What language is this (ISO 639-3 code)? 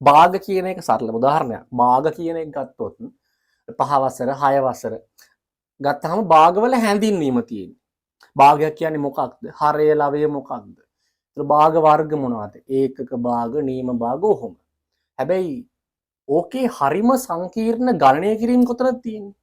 sin